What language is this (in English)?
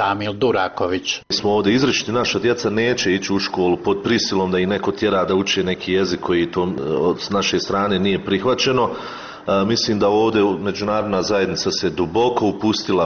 Bosnian